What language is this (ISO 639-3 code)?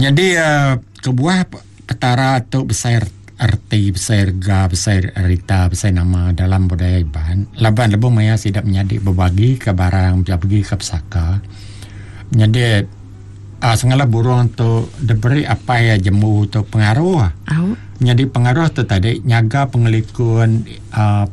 iba